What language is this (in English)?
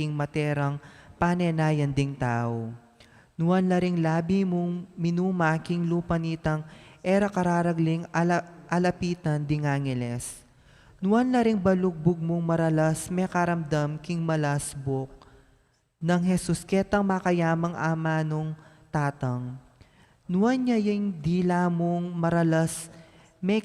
Pampanga